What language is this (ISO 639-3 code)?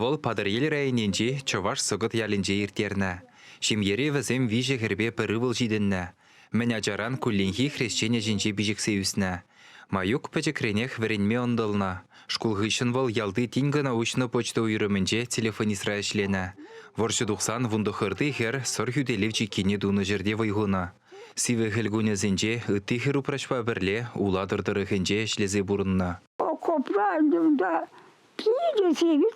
chv